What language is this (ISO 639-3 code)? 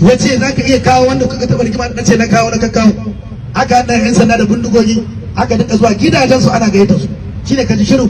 hau